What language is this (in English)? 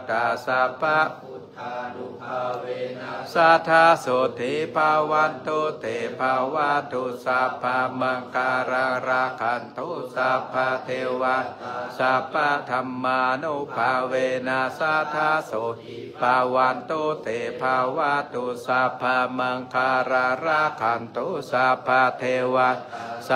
Pali